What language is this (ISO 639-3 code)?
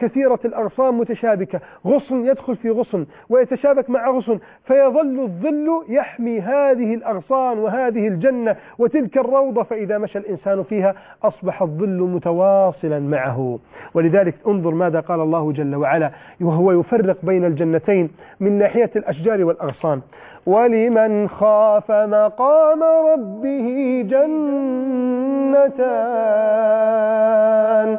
ara